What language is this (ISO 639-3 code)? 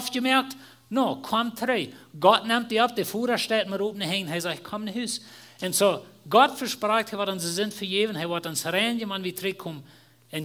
pdt